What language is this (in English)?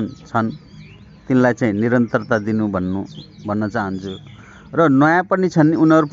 Nepali